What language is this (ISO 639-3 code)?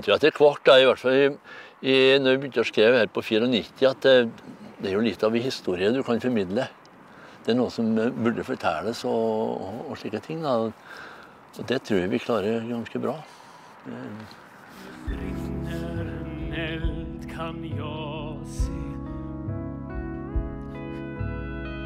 nor